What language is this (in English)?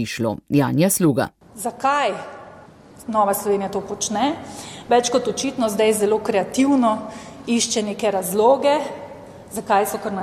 Slovenian